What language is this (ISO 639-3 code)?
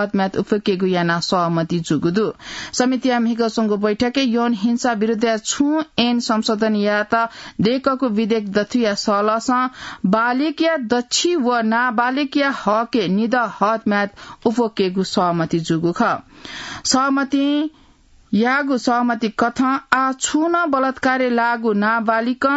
new